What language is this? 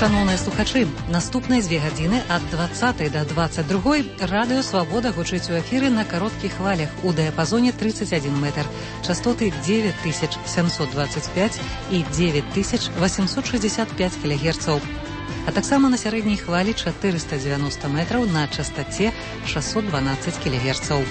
Belarusian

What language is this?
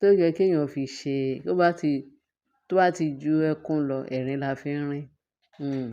Yoruba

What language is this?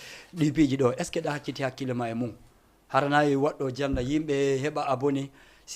Fula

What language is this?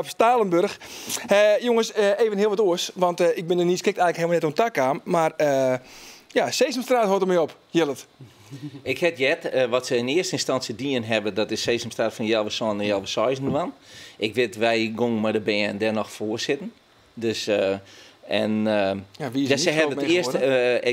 Western Frisian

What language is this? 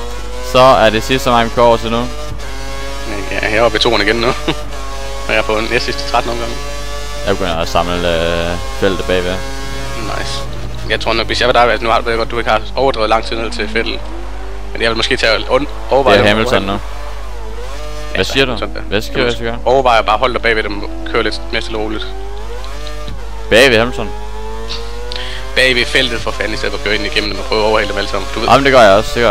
Danish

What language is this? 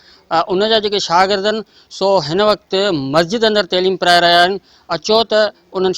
Sindhi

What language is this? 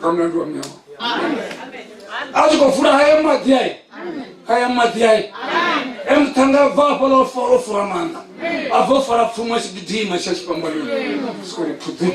Venda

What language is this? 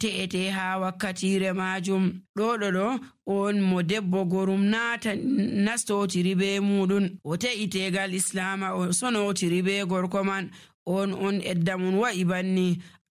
Nigerian Fulfulde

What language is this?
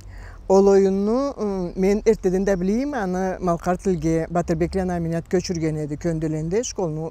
Karachay-Balkar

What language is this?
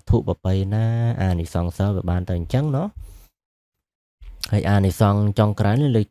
Khmer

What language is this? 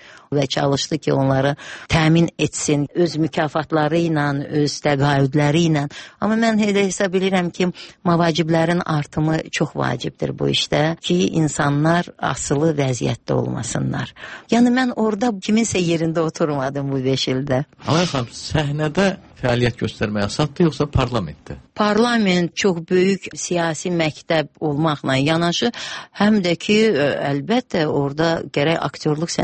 Azerbaijani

